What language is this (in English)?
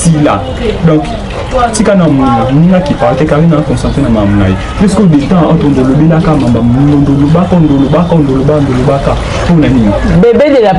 Lingala